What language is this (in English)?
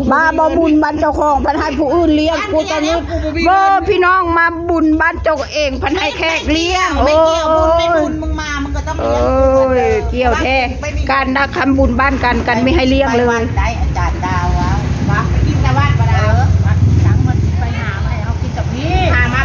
Northeastern Thai